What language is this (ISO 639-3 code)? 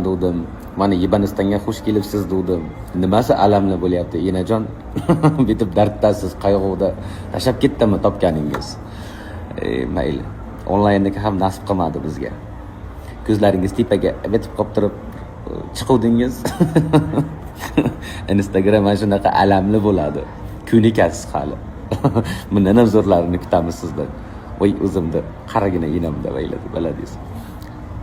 uzb